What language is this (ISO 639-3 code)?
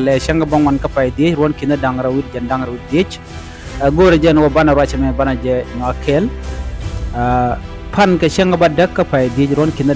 nus